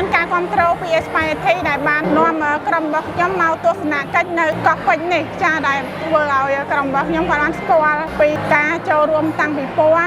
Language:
Khmer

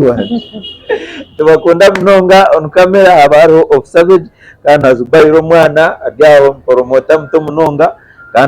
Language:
Nyankole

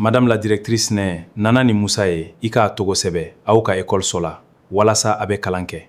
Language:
Bambara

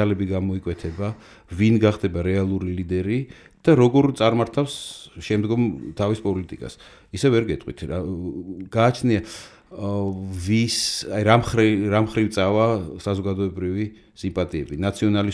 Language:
Georgian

